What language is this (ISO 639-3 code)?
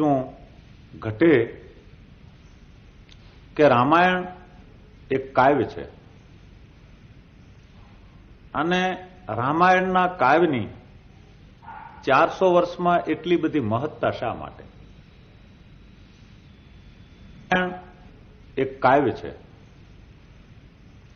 guj